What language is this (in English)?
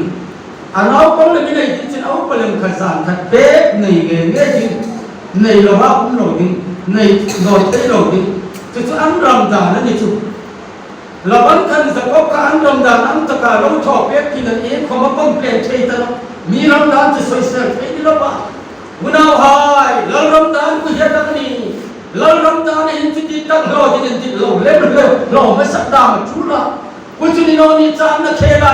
Hmar